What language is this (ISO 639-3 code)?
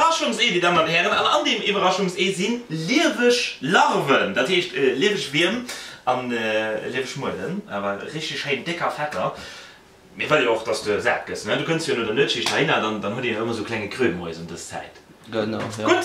ltz